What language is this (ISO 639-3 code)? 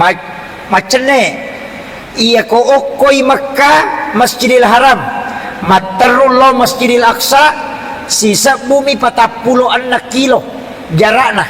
bug